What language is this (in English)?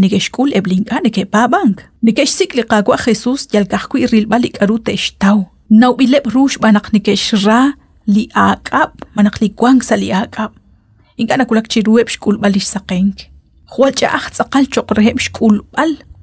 Kekchí